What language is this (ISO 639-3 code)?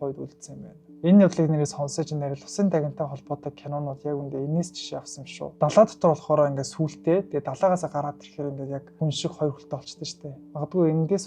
mon